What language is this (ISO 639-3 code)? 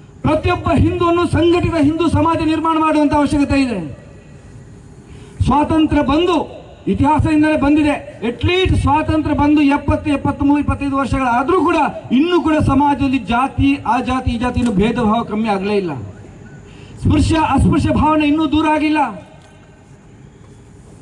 kan